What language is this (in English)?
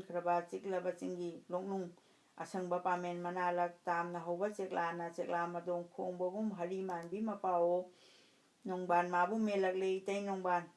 Manipuri